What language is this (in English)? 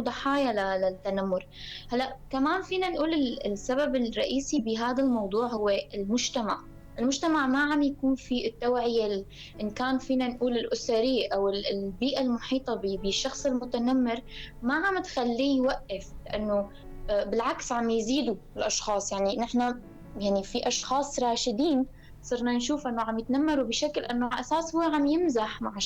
North Levantine Arabic